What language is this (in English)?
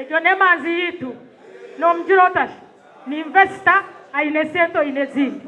Nyankole